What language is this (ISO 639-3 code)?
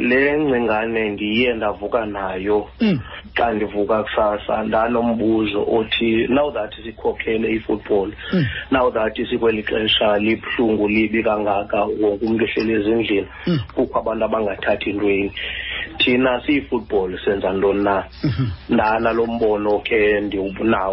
xho